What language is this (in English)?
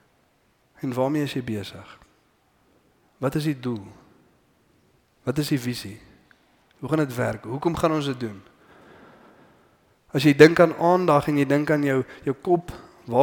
Afrikaans